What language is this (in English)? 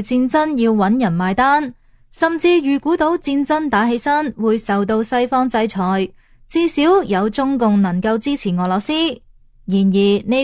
Cantonese